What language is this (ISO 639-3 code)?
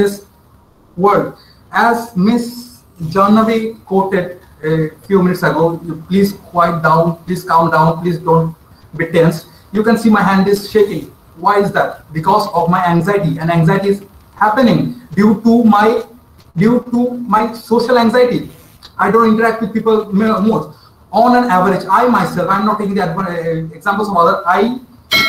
eng